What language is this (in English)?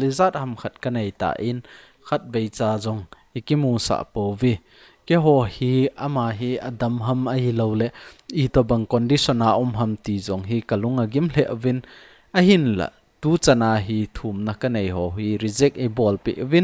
Thado Chin